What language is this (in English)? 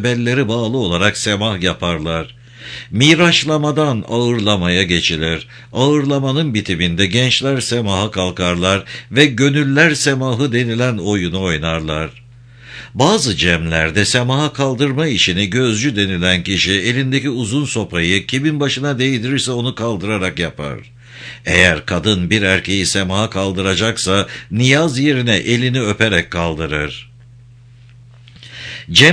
Turkish